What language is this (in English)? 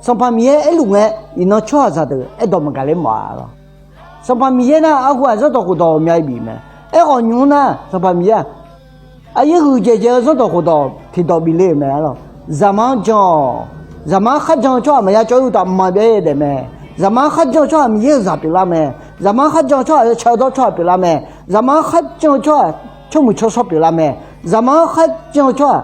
Akha